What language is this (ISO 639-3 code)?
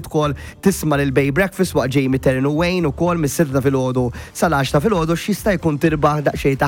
mlt